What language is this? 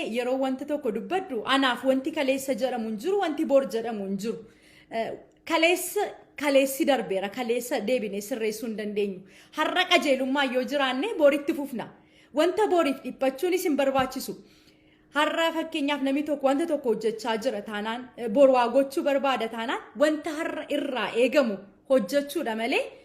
Oromo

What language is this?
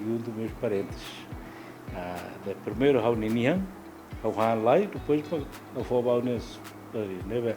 Tetum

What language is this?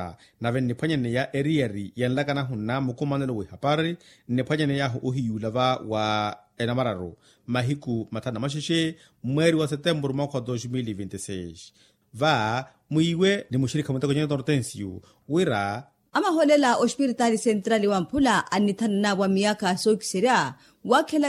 Makhuwa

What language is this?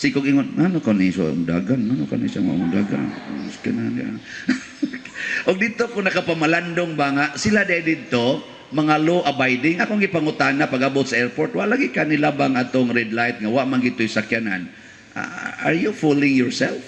Cebuano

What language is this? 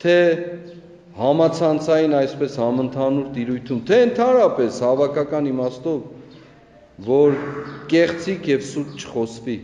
Armenian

